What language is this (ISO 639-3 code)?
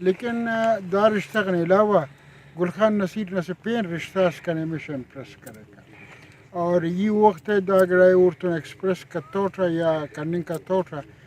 brh